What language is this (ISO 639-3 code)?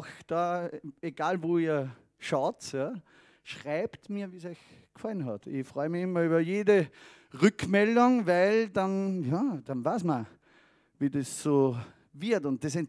deu